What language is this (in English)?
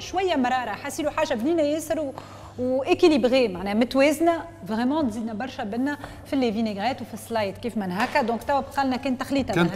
Tunisian Arabic